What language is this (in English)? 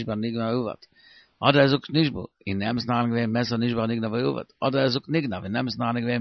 Yiddish